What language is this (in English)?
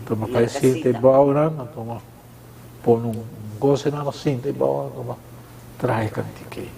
Papiamento